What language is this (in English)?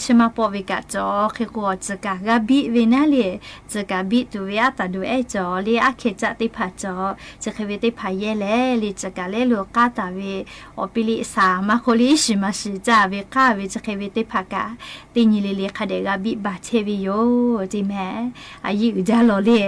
Lahu